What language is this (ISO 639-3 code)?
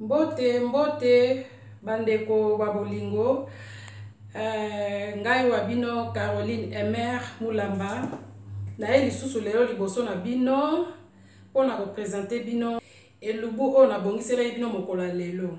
lin